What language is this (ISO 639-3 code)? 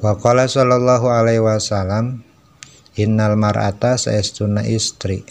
sun